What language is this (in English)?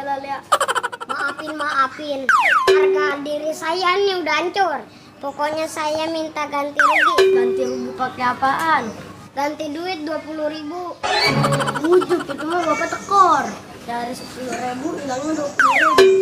Betawi